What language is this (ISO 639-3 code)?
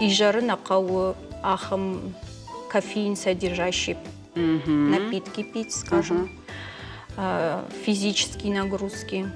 oss